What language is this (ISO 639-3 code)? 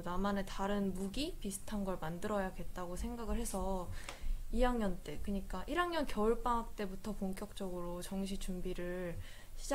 kor